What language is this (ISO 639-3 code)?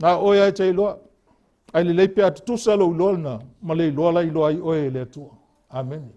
smo